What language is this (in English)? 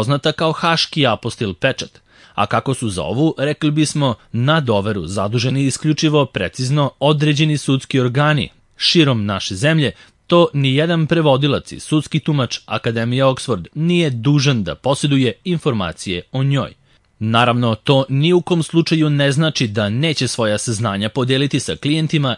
Serbian